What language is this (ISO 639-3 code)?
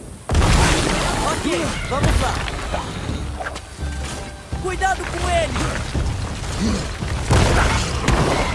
por